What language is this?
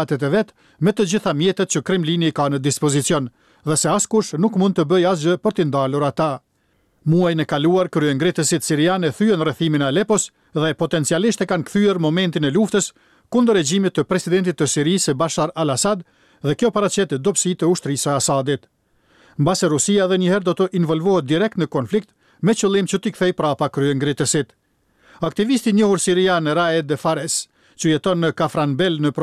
Albanian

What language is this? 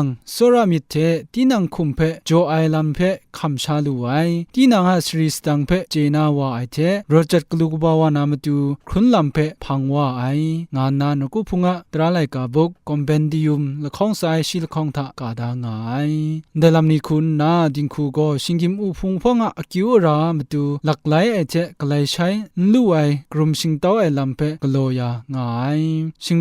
Kachin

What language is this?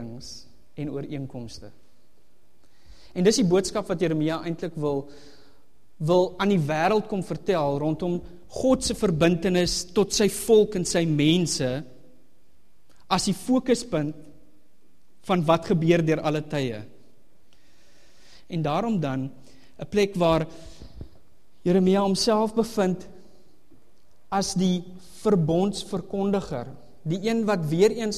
Afrikaans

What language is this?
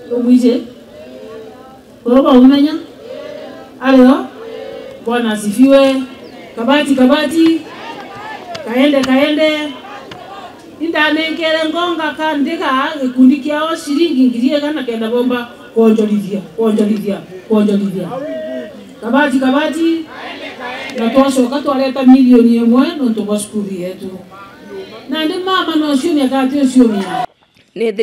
Meru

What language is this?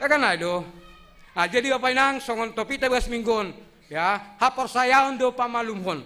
Batak Simalungun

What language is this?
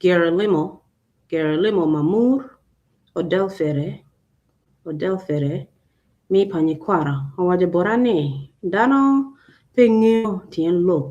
Acoli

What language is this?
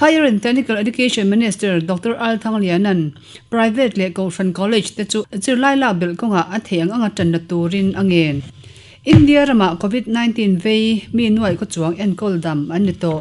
Mizo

